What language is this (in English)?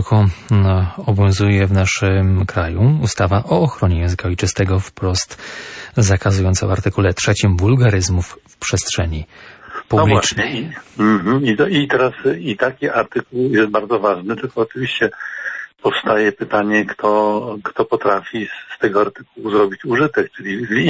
Polish